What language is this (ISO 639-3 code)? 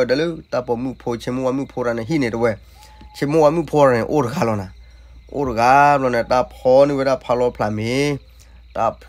ksw